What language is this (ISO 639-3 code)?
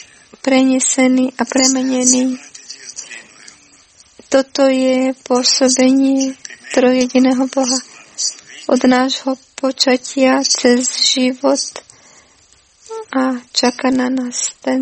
slk